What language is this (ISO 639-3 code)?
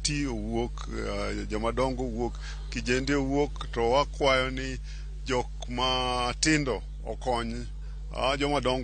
luo